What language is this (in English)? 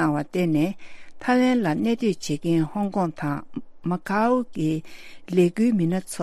Tibetan